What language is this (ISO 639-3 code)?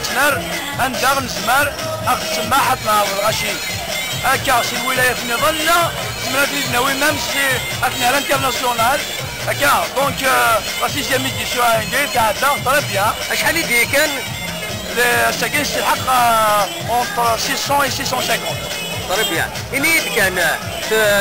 kab